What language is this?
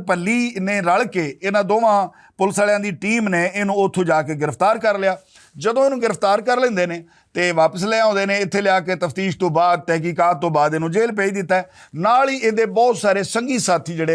Western Panjabi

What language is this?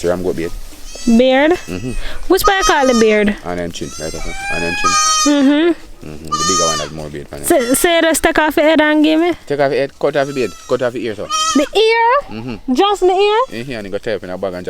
Jamaican Creole English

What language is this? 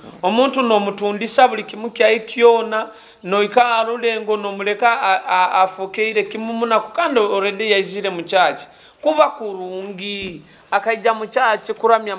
Nyoro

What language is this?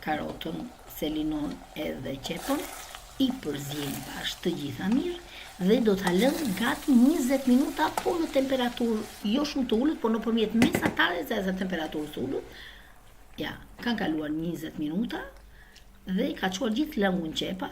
Albanian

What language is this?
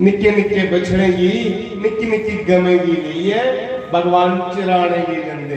Dogri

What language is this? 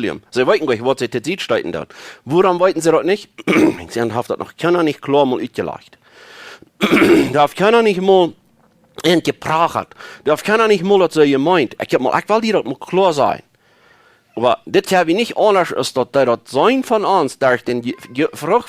Plautdietsch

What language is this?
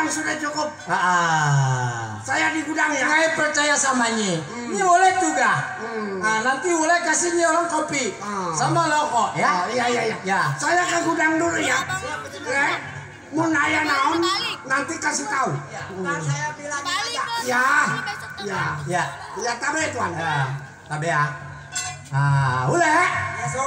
Betawi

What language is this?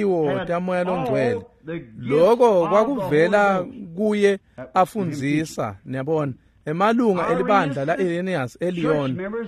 Swati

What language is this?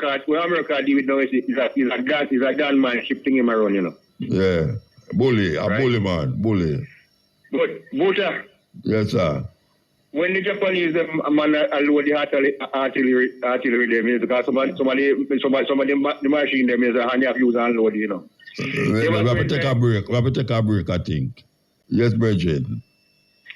Jamaican Creole English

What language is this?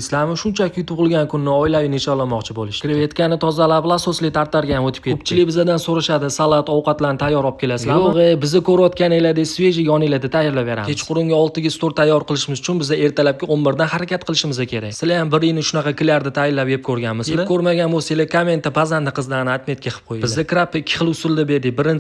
Uzbek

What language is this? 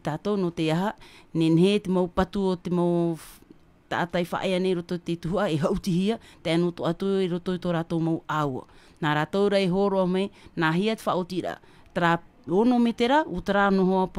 Tahitian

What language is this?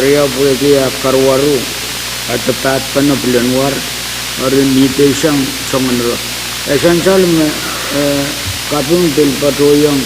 Pohnpeian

